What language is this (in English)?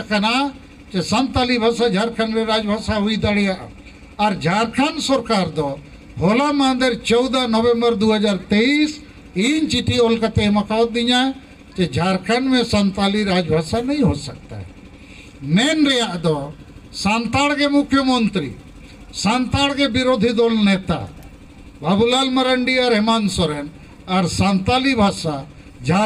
Santali